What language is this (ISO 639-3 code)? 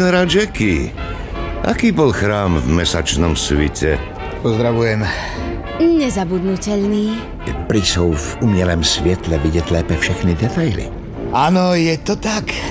slk